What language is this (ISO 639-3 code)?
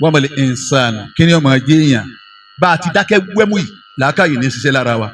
yor